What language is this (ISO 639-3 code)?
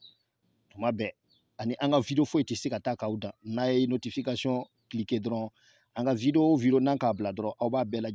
bam